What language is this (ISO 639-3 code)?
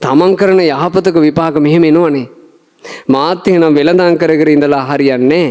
sin